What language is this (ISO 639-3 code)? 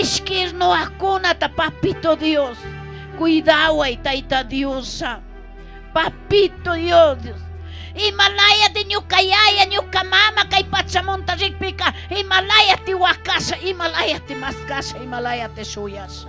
qug